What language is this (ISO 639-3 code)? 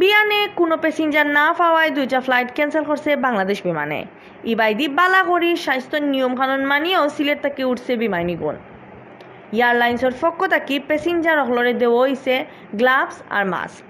syl